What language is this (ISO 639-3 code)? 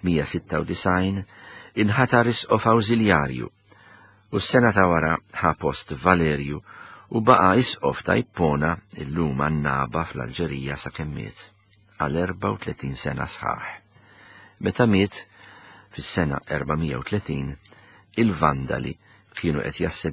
mlt